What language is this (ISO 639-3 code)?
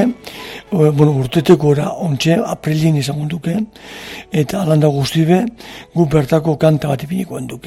eus